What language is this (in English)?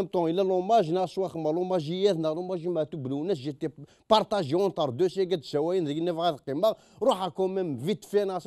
Kabyle